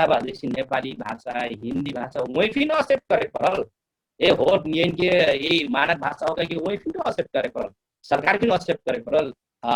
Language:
Dangaura Tharu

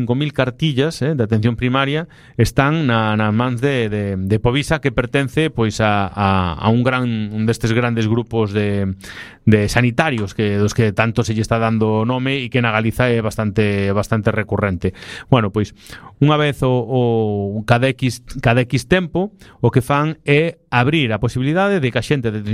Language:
Galician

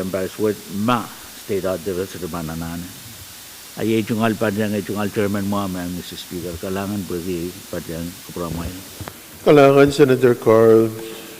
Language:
Pohnpeian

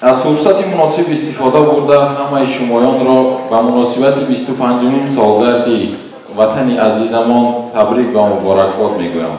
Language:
Tajik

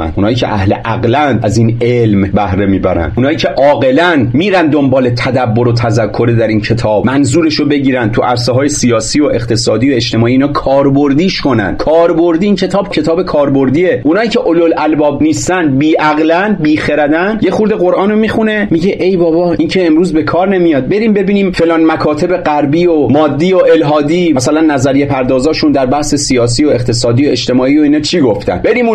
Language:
Persian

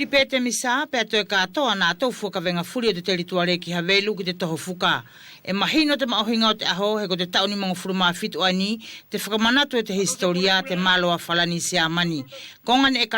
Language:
Wallisian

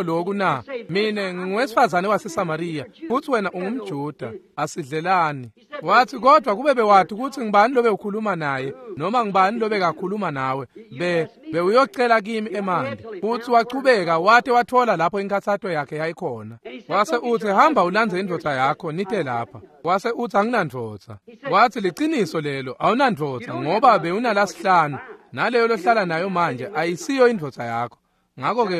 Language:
Swati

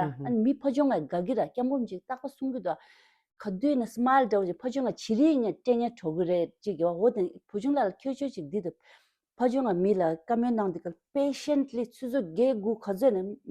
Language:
Tibetan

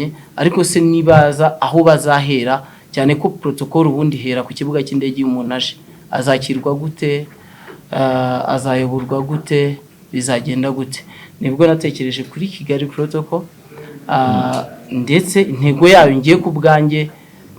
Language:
Kinyarwanda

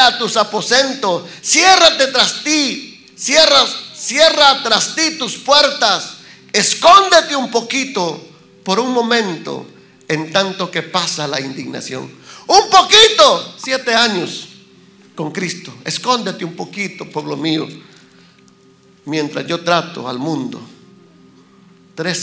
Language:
Spanish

